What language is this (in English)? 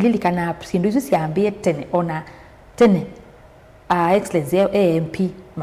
Kamba